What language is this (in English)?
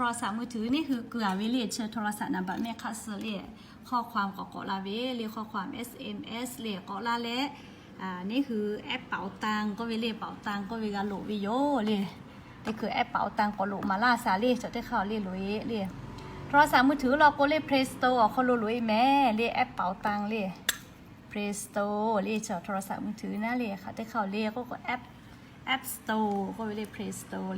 Lahu